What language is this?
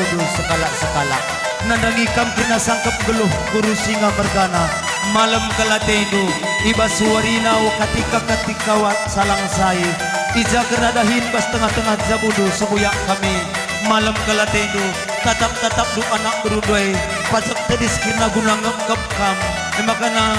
Batak Karo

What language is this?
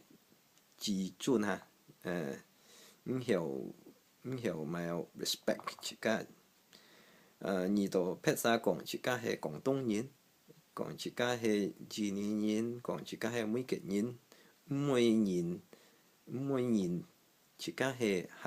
Hakka Chinese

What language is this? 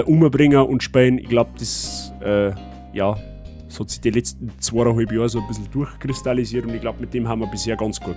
Bavarian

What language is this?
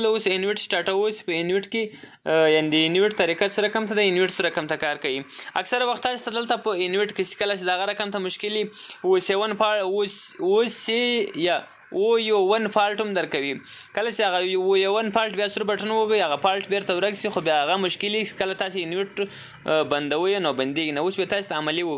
Pashto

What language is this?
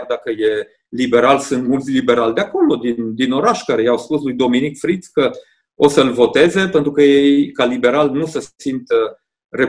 Romanian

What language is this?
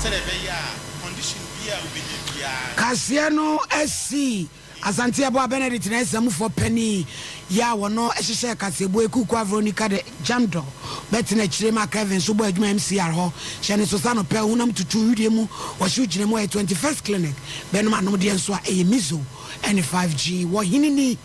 Akan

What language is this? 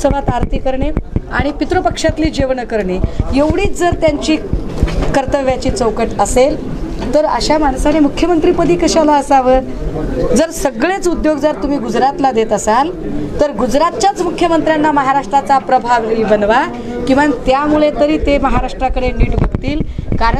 Marathi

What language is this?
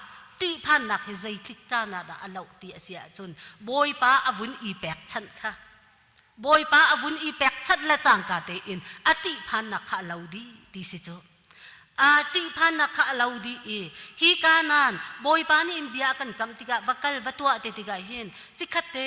Hakha Chin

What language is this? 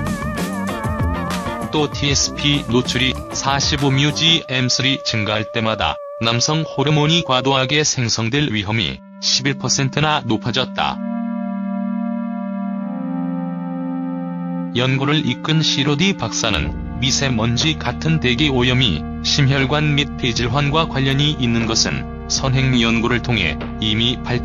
Korean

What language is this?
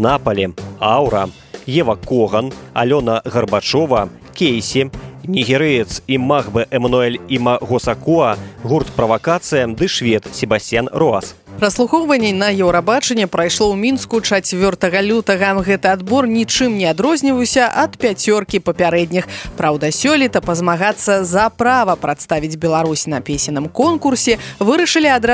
Belarusian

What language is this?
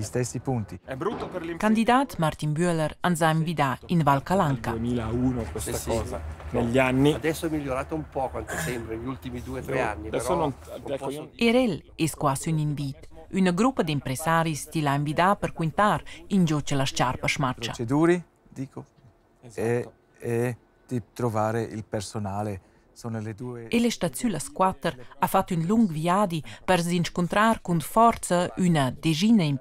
Romansh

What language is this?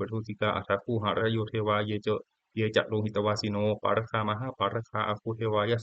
Pali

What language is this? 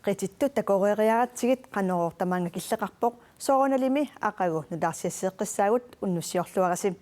Kalaallisut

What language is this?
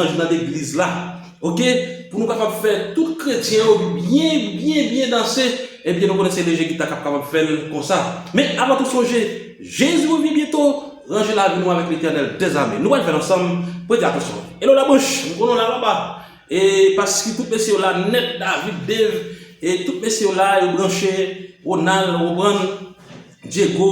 Haitian Creole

